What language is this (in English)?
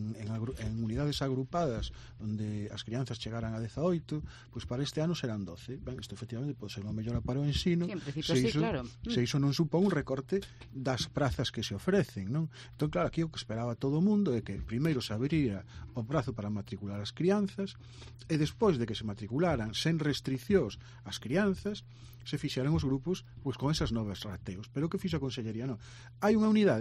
Galician